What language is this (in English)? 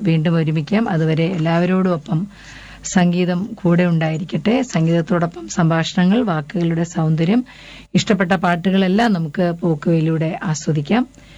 Malayalam